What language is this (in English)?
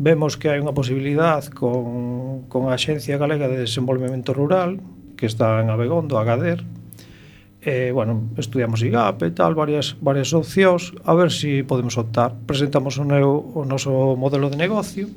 Galician